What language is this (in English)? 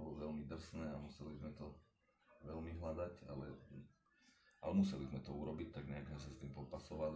Slovak